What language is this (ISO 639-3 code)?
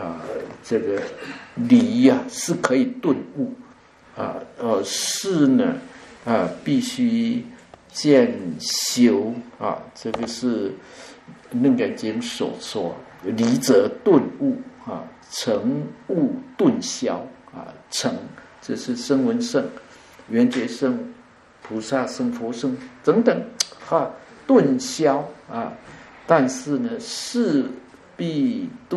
zho